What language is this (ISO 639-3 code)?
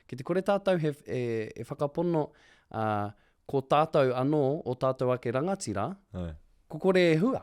mri